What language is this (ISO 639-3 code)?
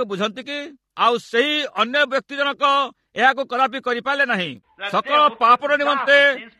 ori